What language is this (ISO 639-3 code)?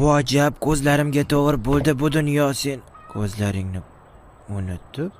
uzb